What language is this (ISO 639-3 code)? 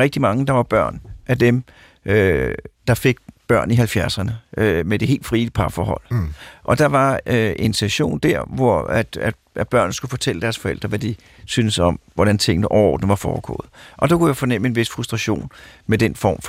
dan